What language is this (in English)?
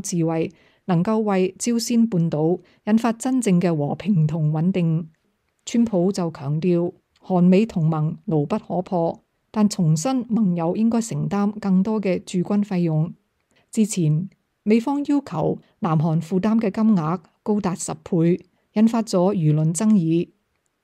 Cantonese